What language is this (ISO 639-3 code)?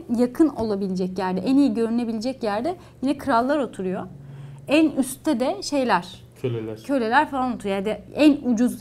tur